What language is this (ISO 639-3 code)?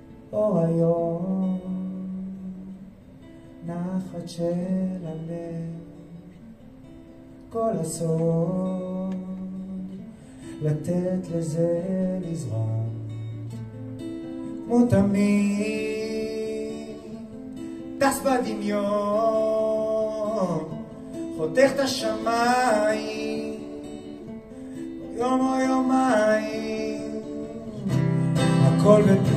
heb